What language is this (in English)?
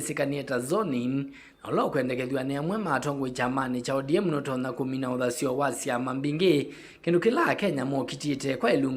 Kamba